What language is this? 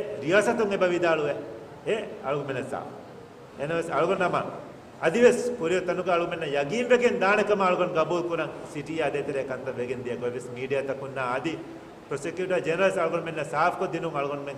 Divehi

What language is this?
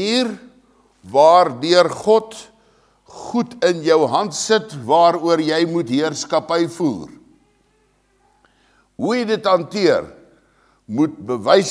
Afrikaans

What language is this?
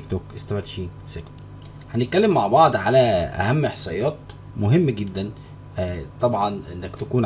Egyptian Arabic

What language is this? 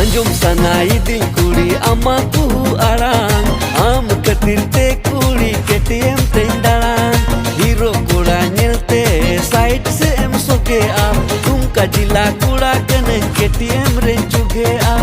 Santali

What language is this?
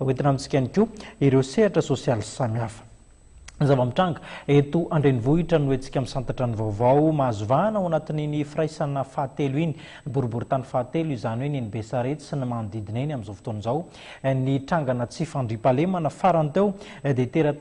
Malagasy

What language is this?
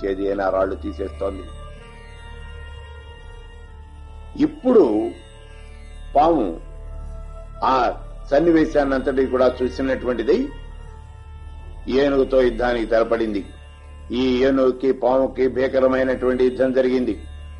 Telugu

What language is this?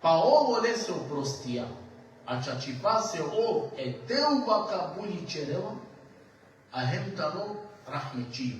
Balkan Romani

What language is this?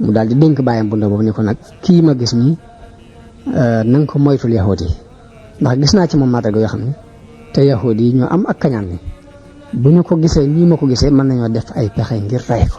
Wolof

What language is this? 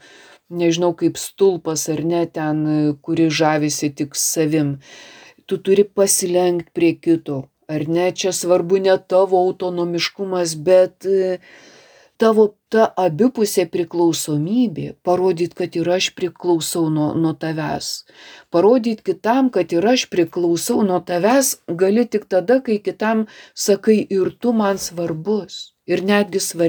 Lithuanian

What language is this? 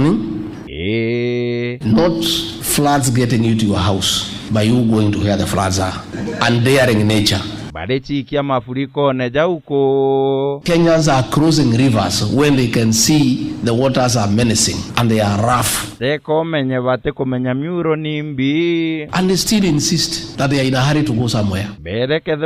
Meru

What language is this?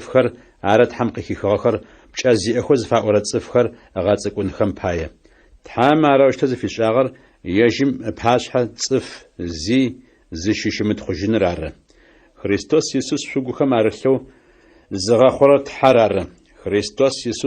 Adyghe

